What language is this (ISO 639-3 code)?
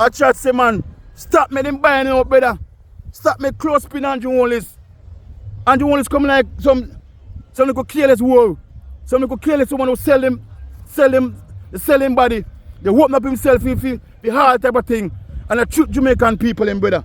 jam